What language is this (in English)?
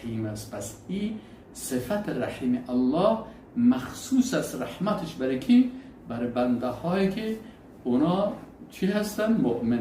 Persian